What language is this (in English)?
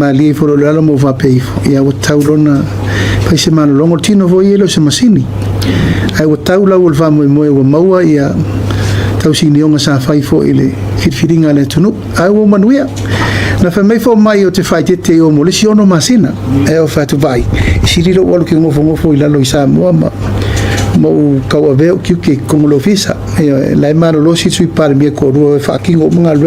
Samoan